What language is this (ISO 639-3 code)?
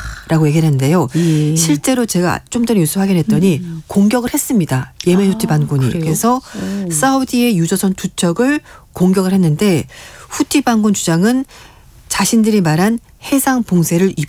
kor